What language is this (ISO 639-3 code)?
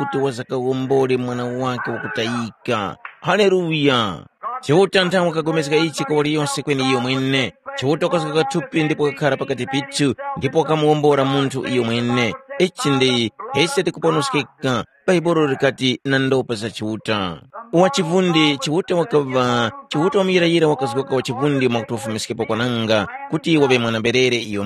tum